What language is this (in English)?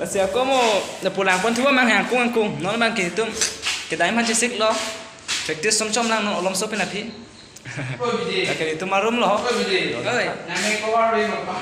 Karbi